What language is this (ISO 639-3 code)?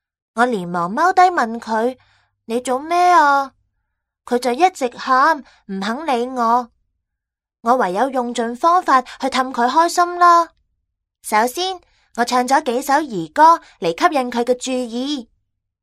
yue